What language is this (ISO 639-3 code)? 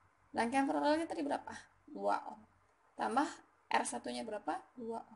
ind